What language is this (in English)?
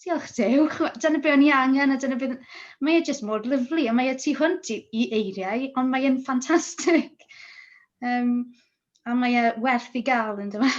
Welsh